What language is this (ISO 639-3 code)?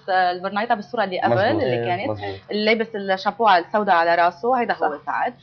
apc